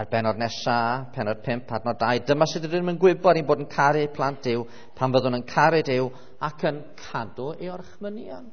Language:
Welsh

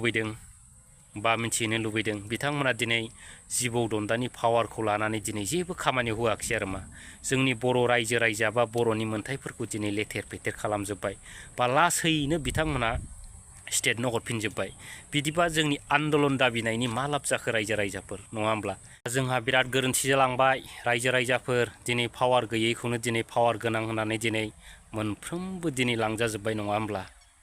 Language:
Bodo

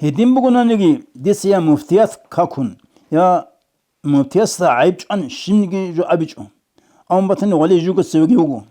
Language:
Avaric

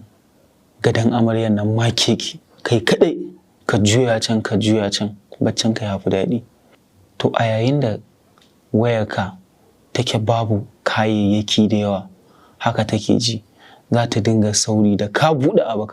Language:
Hausa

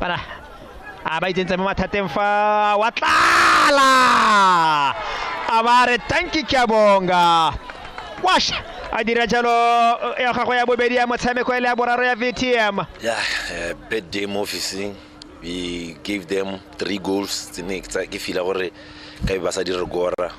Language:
Tswana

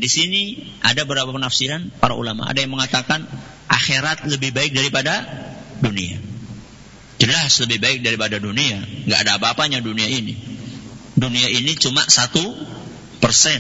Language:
Indonesian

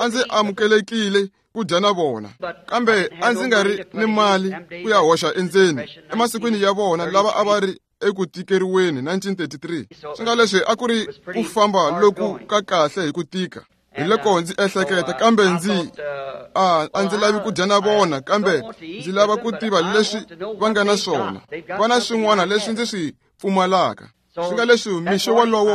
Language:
Tsonga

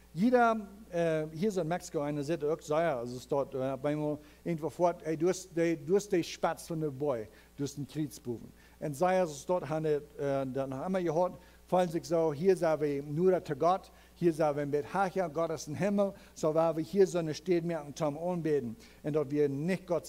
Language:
Plautdietsch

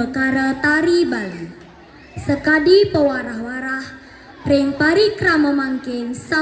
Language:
Balinese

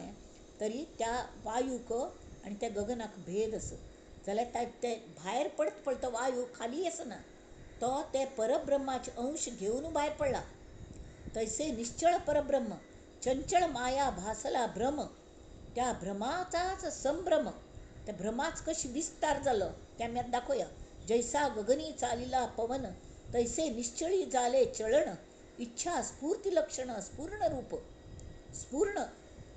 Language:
Konkani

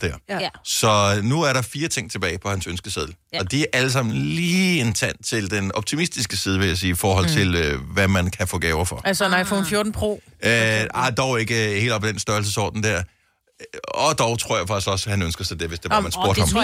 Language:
Danish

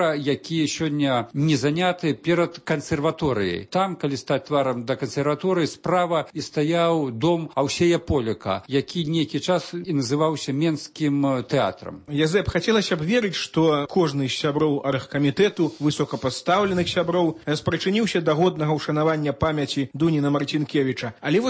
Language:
Belarusian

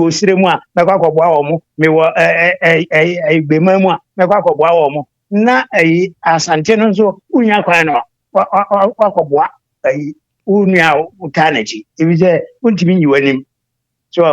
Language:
Akan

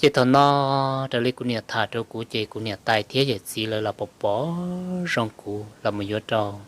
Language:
Hmong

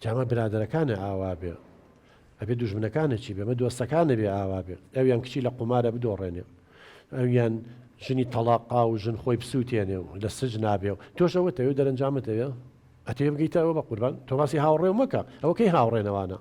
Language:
Central Kurdish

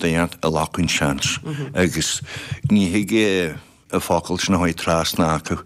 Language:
Irish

